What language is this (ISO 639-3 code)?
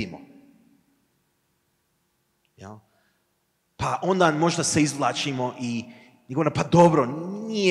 hrv